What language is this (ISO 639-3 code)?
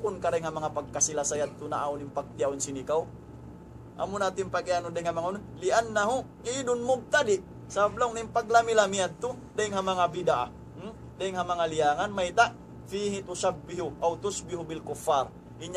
tsg